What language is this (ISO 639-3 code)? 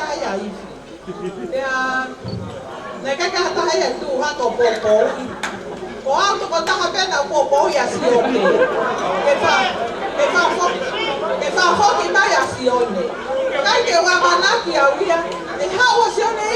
ton